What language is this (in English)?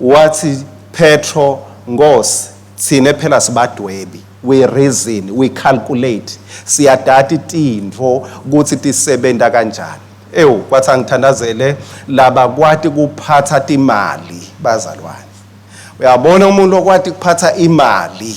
Swati